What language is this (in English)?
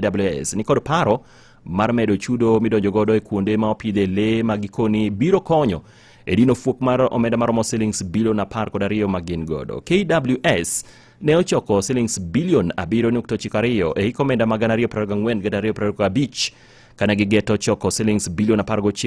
Luo (Kenya and Tanzania)